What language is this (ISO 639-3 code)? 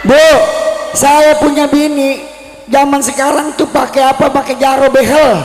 bew